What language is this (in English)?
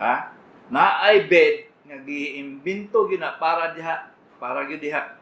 Cebuano